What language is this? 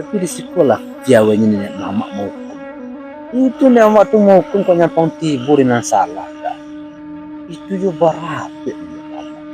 Minangkabau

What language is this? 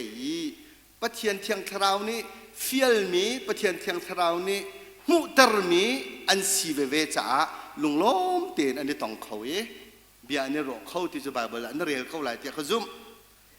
Hakha Chin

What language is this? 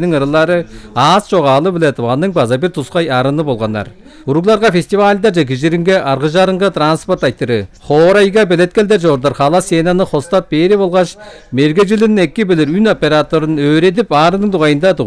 Tuvinian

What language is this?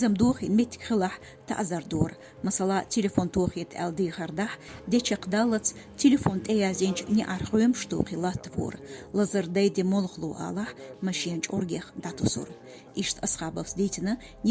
Chechen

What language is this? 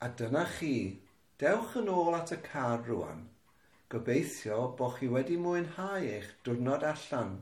Welsh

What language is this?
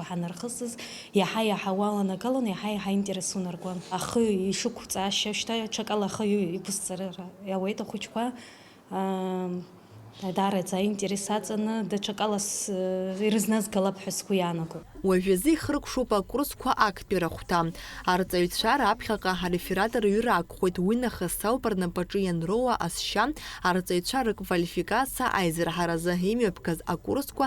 Abkhazian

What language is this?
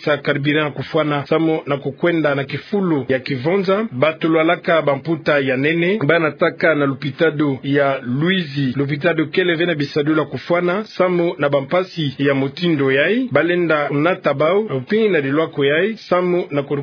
Kituba (Democratic Republic of Congo)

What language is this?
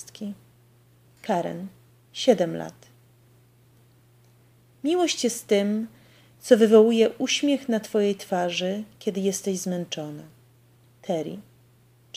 Polish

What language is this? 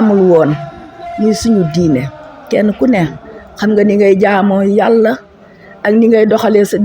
Wolof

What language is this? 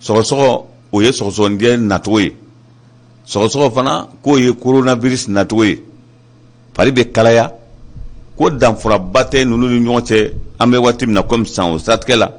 Bambara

